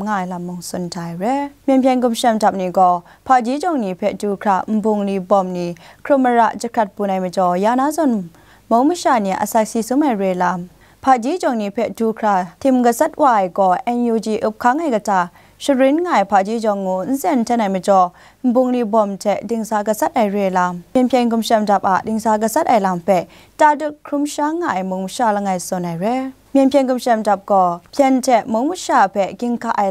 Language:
Kachin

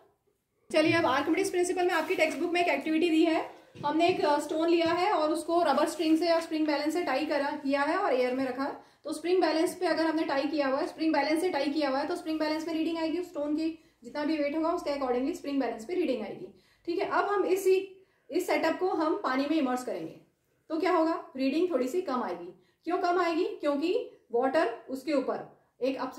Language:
Hindi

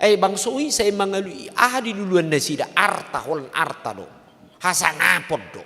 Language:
Batak Toba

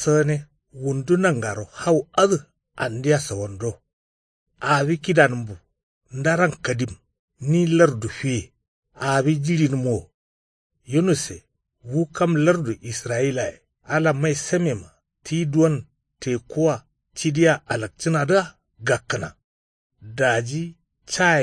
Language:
Kanuri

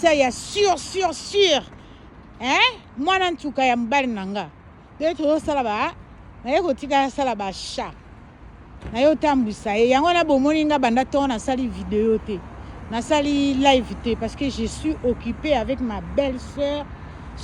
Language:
Lingala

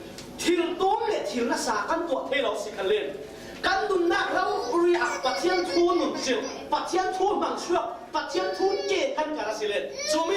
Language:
Falam Chin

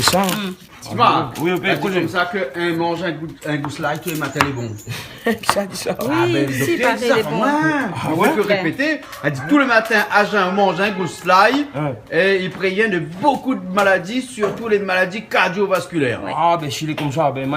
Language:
Réunion Creole French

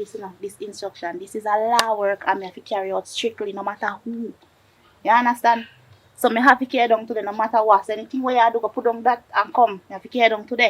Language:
Jamaican Creole English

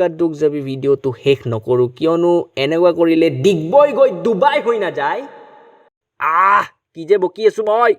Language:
Assamese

